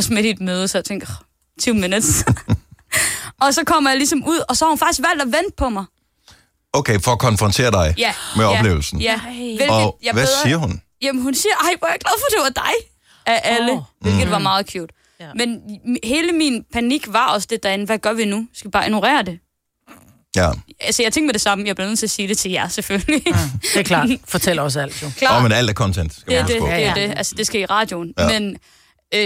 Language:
Danish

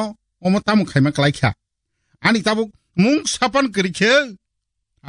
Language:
Kok Borok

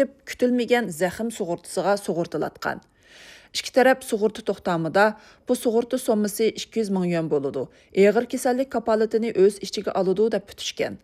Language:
Uyghur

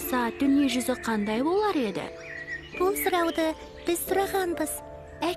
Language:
Kazakh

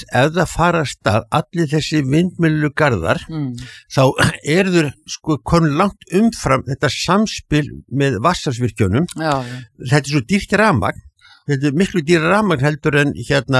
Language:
Icelandic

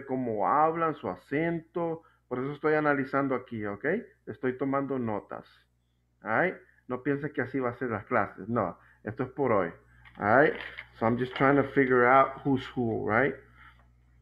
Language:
Spanish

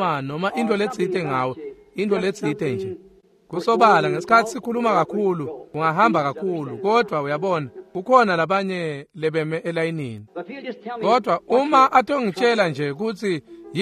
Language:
Swati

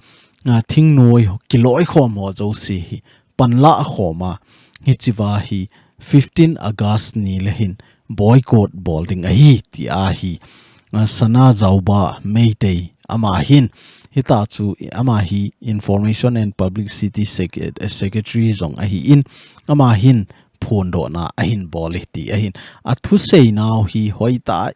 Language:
Thado Chin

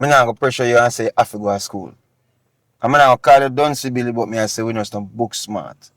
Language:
Jamaican Creole English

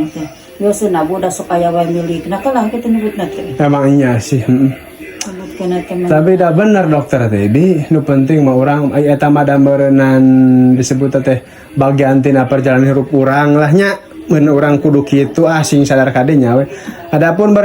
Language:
Sundanese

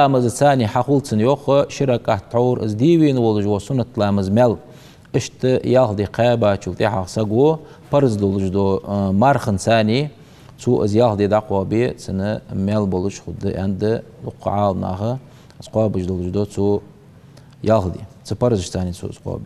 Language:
Ingush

